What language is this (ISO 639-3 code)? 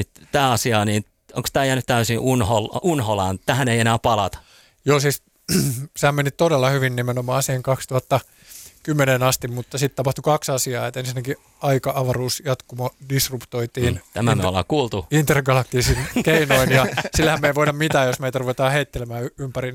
fin